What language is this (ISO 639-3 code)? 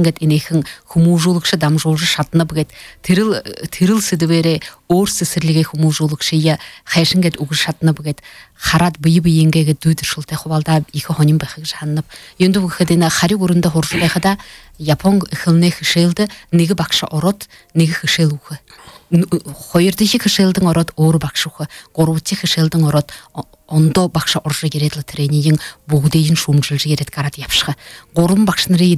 bua